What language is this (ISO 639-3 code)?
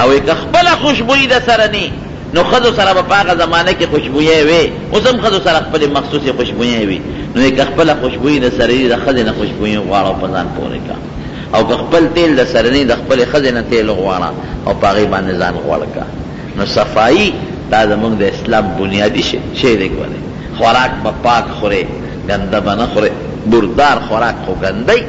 pus